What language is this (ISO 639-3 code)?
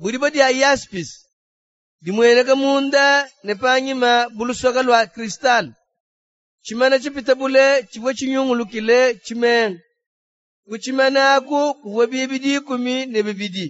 lua